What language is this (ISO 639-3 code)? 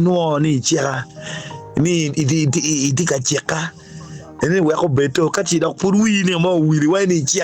ach